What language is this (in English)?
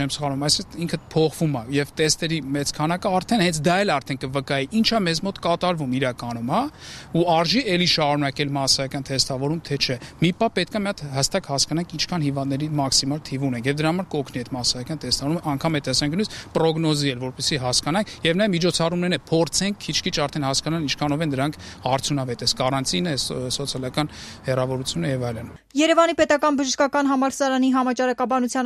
Armenian